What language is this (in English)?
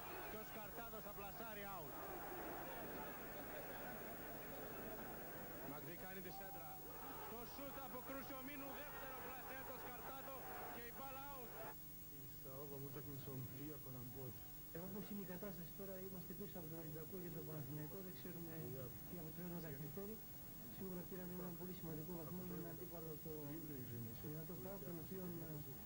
Greek